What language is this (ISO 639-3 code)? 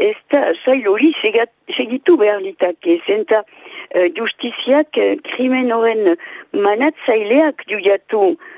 eus